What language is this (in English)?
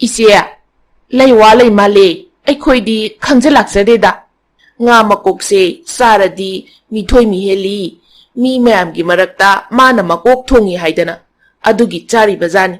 Manipuri